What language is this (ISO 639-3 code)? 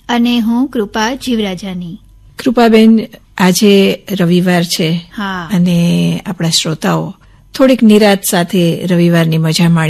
guj